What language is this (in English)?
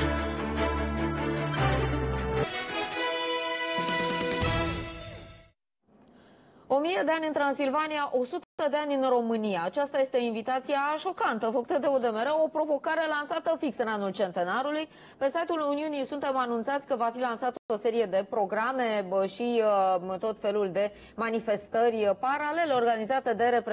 Romanian